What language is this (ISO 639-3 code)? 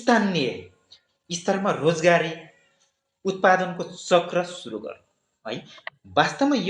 nep